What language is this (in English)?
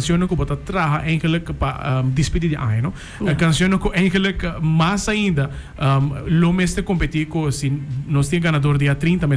Papiamento